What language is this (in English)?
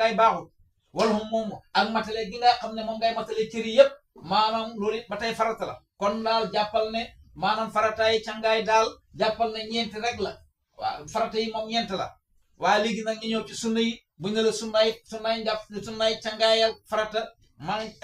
Wolof